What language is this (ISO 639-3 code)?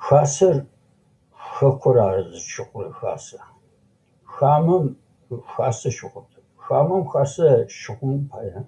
ady